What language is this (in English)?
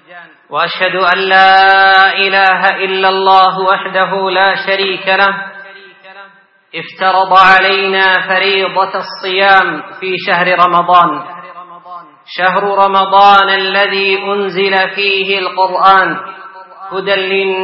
Arabic